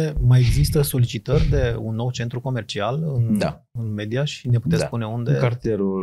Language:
Romanian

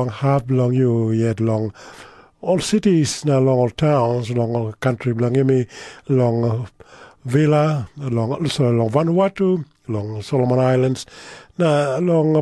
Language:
Tok Pisin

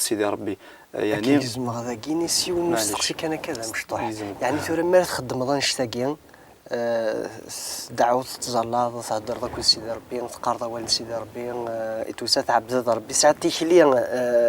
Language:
Kabyle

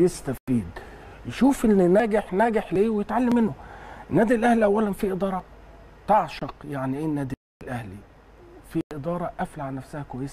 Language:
Egyptian Arabic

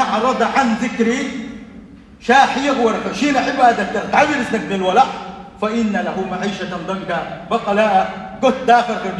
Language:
Chechen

